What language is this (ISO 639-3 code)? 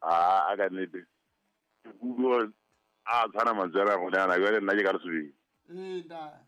sot